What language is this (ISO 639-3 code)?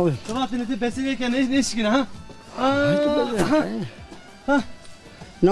zza